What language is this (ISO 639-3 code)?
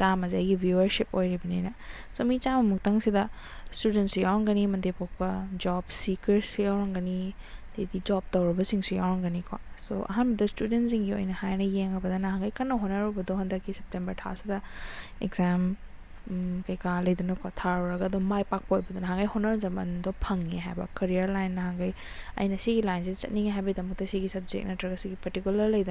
mni